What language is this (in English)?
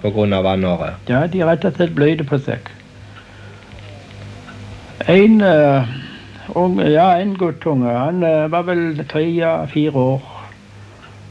Norwegian